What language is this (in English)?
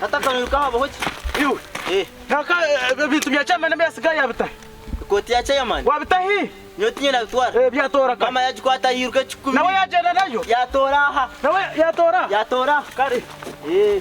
Nyankole